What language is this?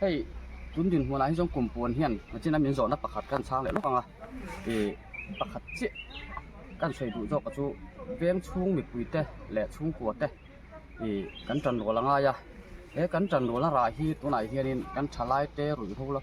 Mizo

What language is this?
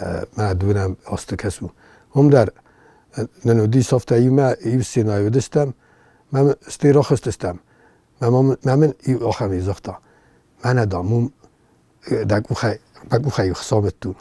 Ossetic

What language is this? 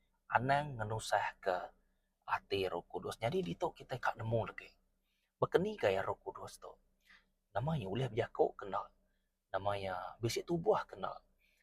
Iban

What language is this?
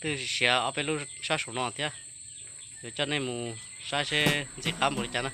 Hmong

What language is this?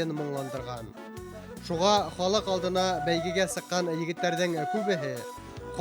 Bashkir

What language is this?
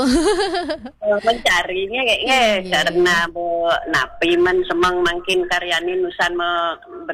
Balinese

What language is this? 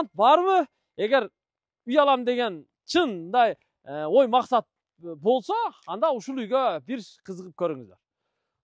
Kyrgyz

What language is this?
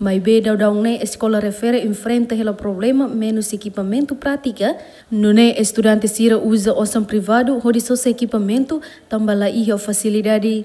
Tetum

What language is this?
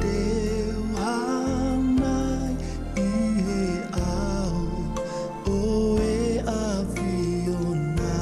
Tongan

